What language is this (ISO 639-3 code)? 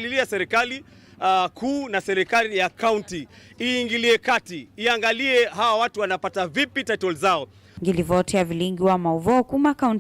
kam